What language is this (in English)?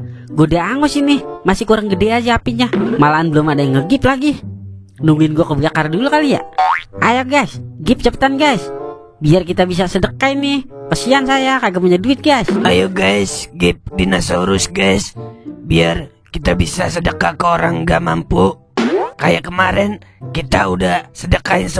Betawi